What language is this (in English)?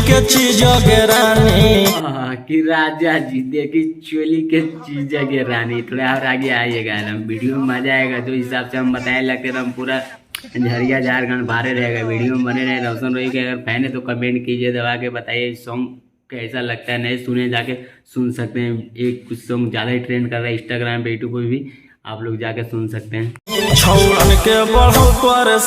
Magahi